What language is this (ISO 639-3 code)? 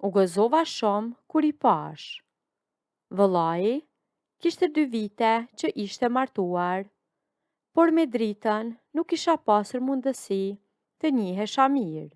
sqi